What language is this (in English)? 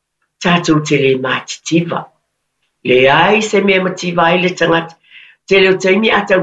Samoan